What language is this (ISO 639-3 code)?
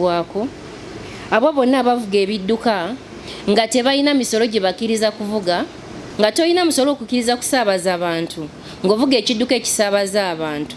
lug